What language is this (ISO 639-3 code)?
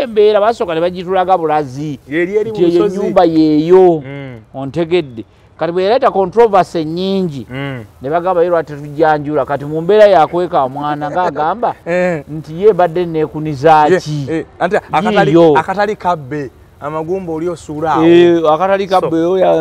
lug